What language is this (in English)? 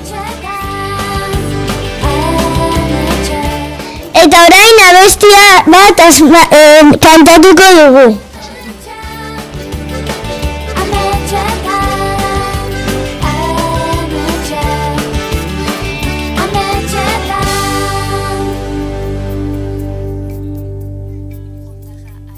Basque